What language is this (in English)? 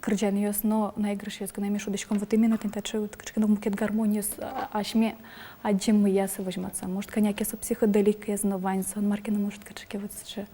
Udmurt